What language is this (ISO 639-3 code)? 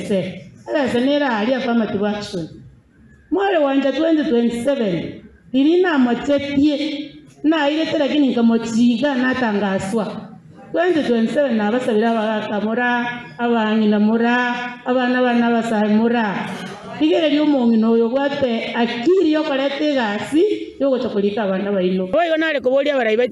guz